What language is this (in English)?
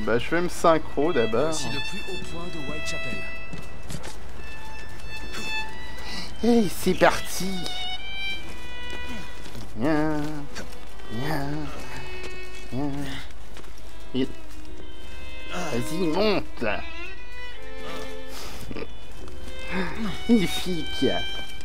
French